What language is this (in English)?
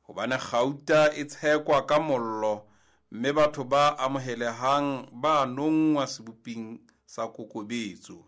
Southern Sotho